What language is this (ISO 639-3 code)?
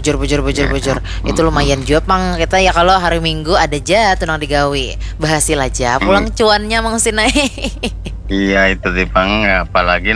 bjn